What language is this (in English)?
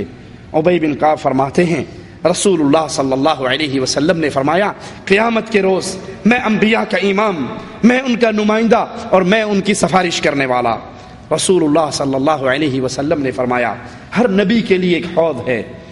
Urdu